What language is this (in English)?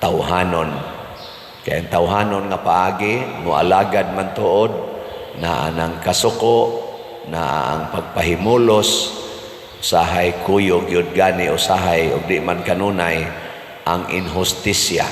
Cebuano